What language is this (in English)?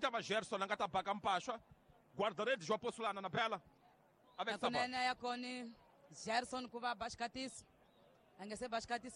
Tsonga